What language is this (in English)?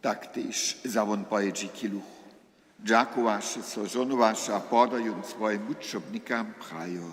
Upper Sorbian